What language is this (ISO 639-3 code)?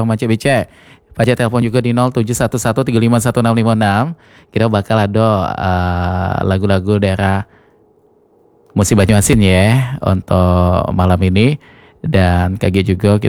ind